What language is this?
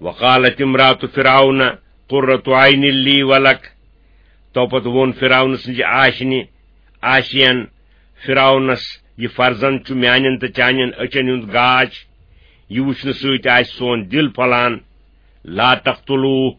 Kashmiri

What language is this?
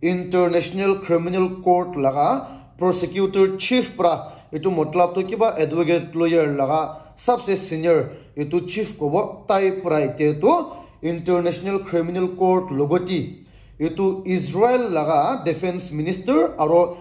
Naga Pidgin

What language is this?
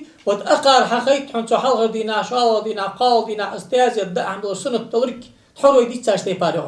Ingush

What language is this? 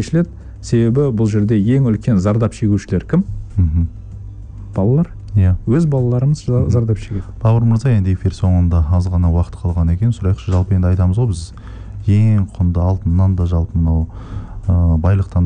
Kazakh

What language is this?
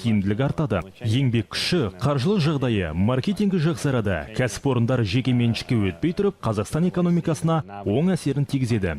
Kazakh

